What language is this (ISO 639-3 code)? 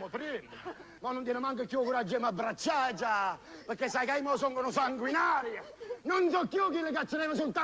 nap